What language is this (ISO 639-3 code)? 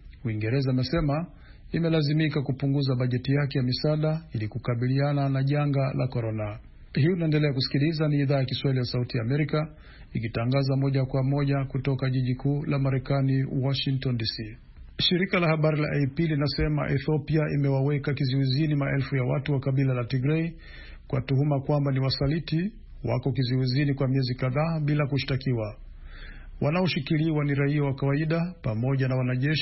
swa